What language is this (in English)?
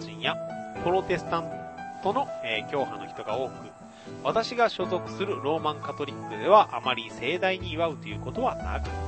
Japanese